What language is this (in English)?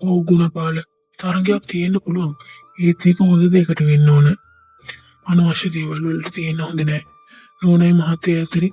Sinhala